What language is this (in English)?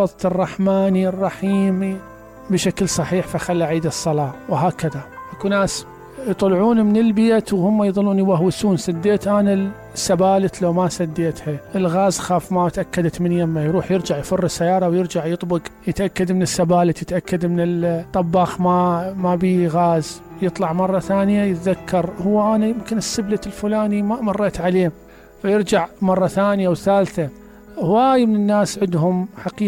Mesopotamian Arabic